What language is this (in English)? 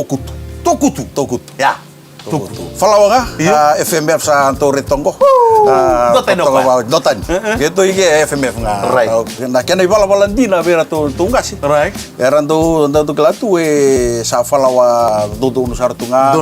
Fijian